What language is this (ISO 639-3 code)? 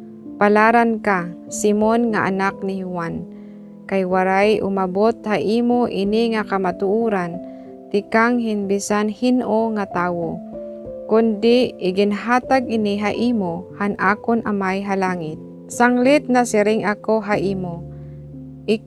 war